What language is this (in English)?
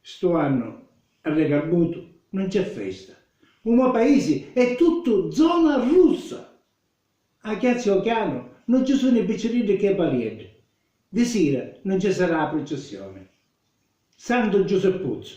Sicilian